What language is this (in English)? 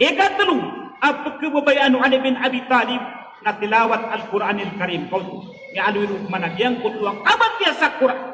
Maranao